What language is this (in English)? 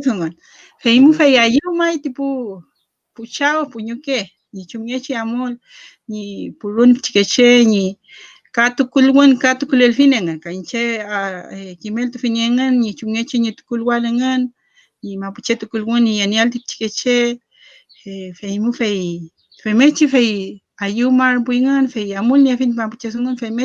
Mapuche